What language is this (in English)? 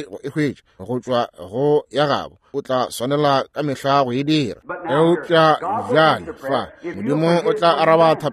Northern Sotho